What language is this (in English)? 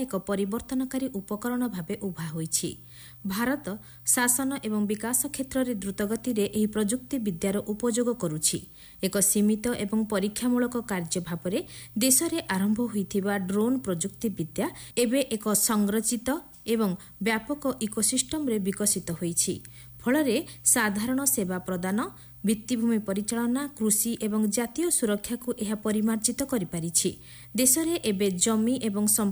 Odia